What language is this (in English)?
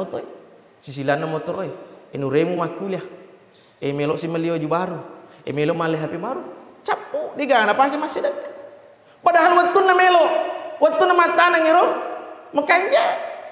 Buginese